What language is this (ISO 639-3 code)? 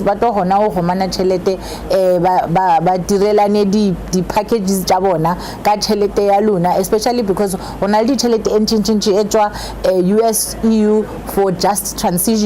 nso